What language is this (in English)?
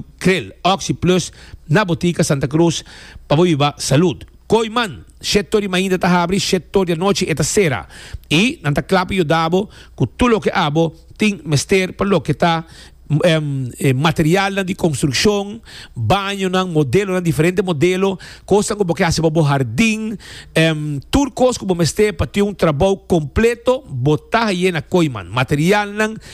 Papiamento